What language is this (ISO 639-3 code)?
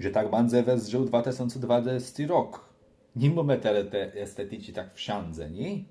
csb